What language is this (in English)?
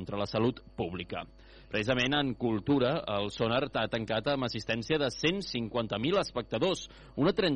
Catalan